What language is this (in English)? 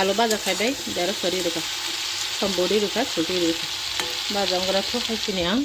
Kok Borok